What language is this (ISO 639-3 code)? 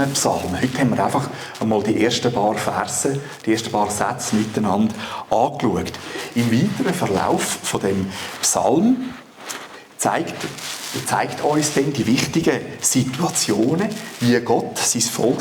gsw